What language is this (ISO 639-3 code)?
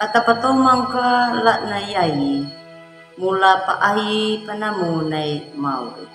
akg